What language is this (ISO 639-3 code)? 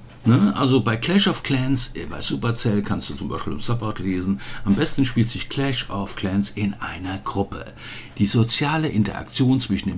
deu